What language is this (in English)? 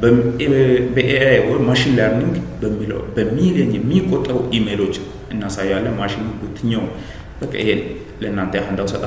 Amharic